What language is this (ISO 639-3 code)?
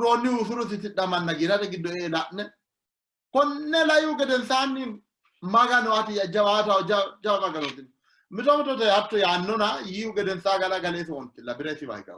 sid